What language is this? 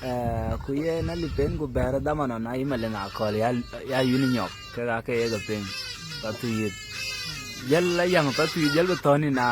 Dinka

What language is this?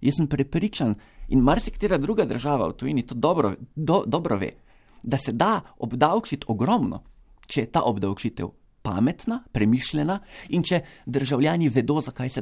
Slovenian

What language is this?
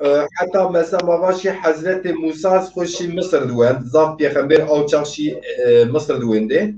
Zaza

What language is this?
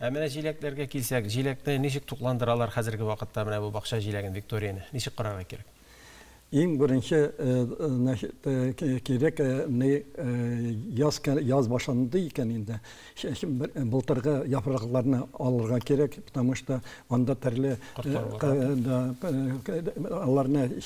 Tatar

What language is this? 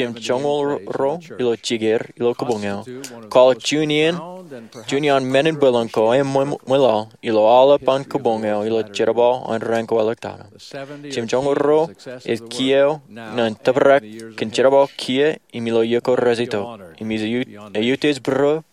Marshallese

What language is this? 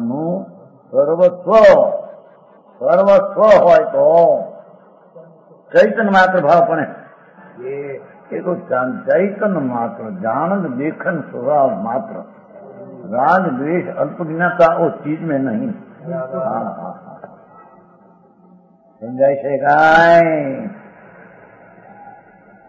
Gujarati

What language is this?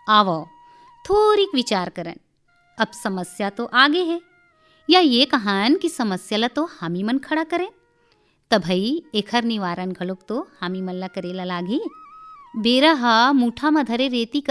Chhattisgarhi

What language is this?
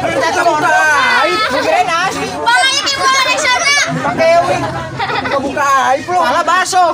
Betawi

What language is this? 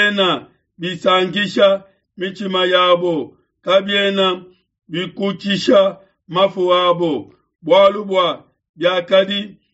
Luba-Lulua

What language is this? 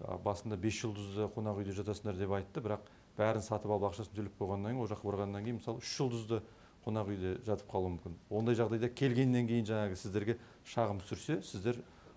Kazakh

